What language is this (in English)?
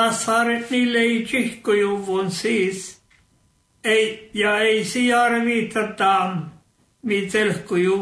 Norwegian